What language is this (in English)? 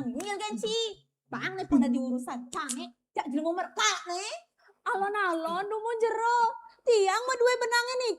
Balinese